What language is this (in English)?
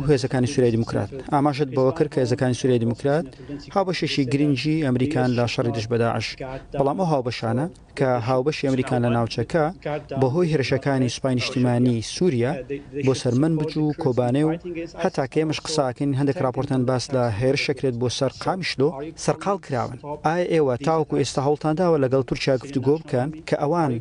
Kurdish